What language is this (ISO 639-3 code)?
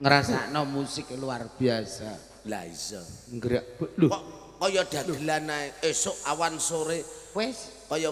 jav